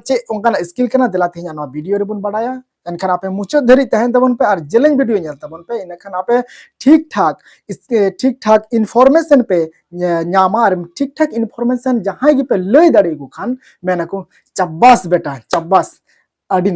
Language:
Santali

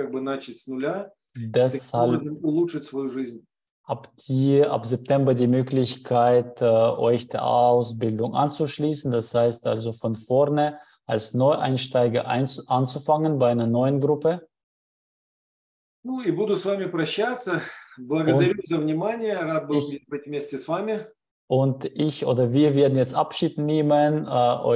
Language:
German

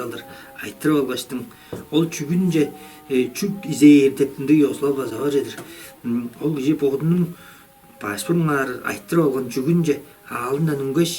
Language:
Tuvinian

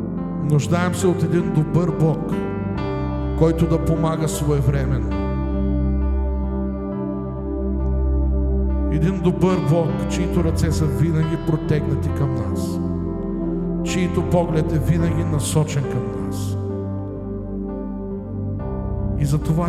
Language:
Bulgarian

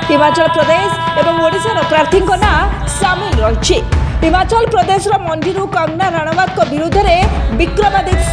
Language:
Odia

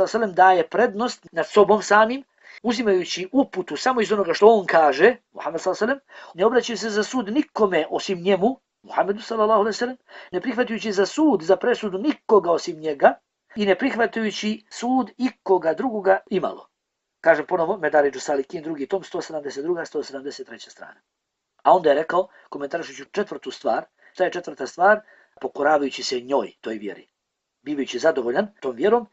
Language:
Bosnian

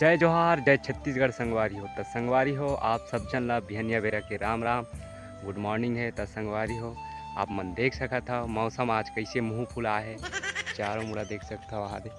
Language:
Chhattisgarhi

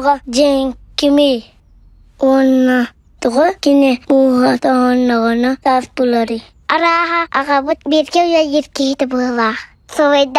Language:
Yakut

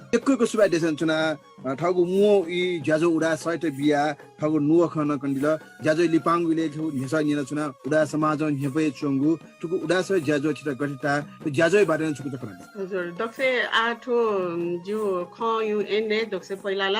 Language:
Newari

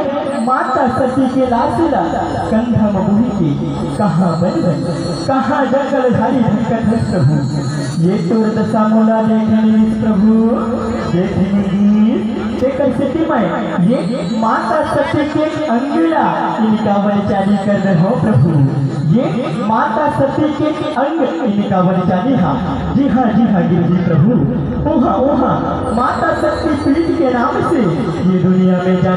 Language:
Chhattisgarhi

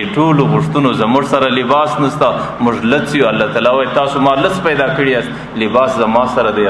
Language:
Pashto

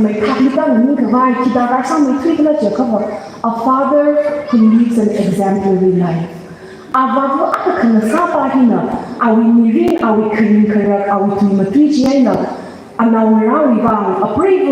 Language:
Tangkhul Naga (India)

